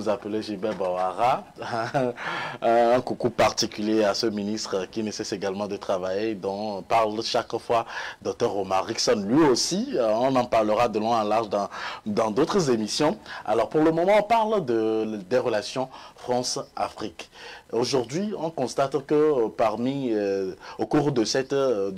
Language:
French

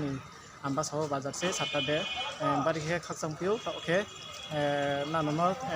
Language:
Riang (India)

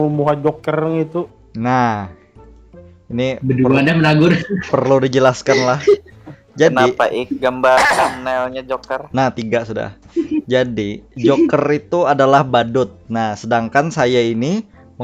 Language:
Banjar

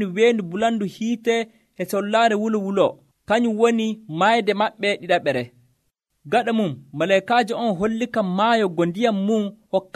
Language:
Nigerian Fulfulde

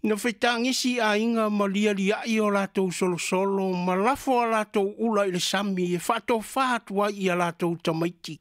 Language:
Samoan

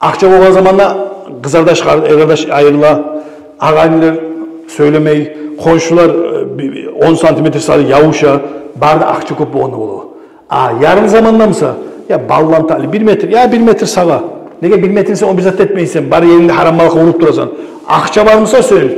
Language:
Kumyk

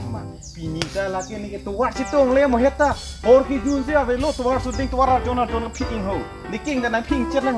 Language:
Karbi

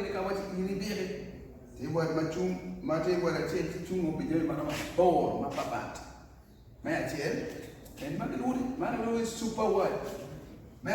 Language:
Acoli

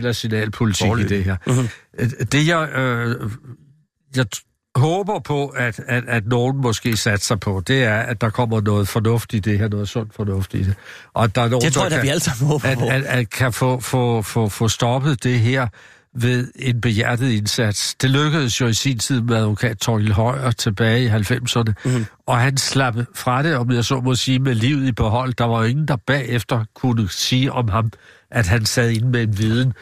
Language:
Danish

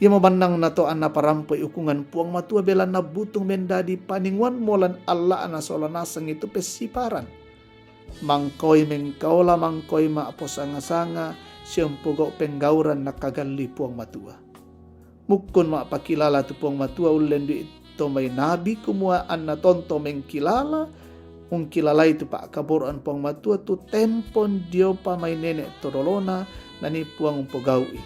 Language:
Toraja-Sa'dan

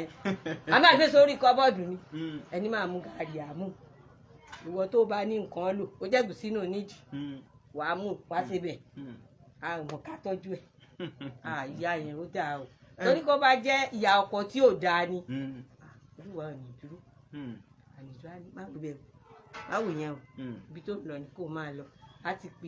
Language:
Yoruba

